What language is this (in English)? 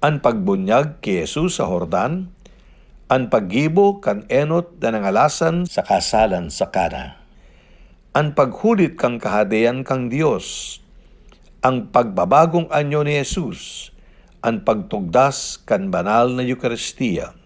Bikol